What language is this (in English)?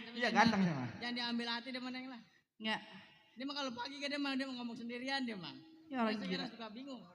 Betawi